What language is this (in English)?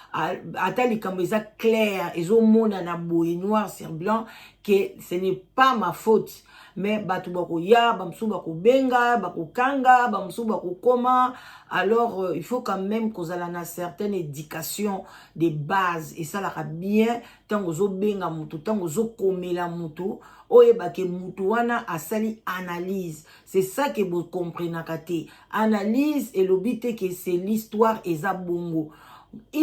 Lingala